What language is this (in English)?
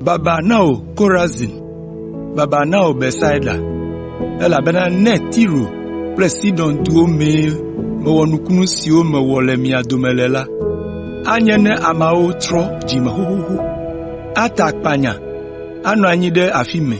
Ewe